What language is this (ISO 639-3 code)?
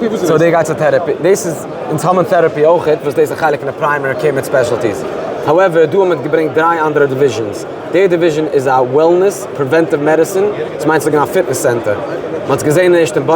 yid